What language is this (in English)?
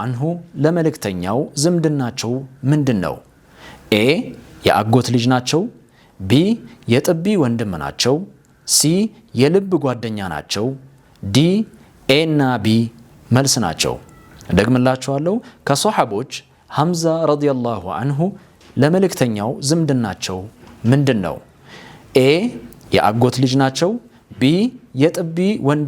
Amharic